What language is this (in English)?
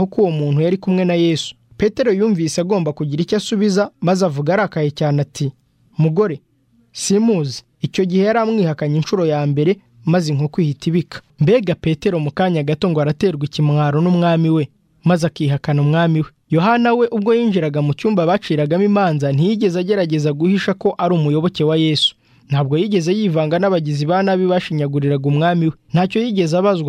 Kinyarwanda